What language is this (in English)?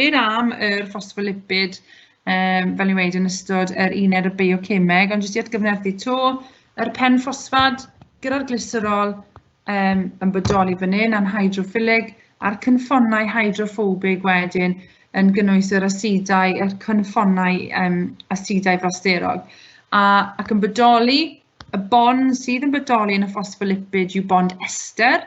Welsh